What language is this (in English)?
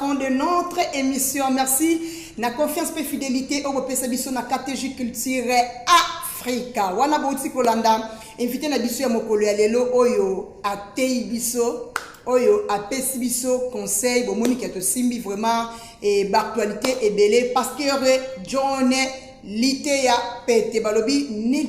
Lingala